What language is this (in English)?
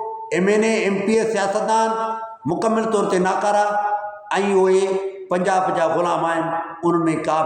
Sindhi